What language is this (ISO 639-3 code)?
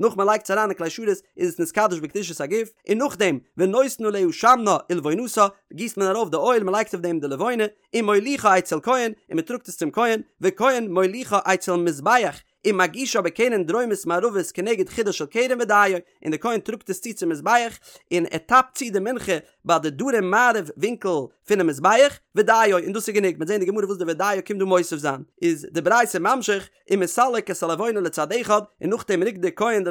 yid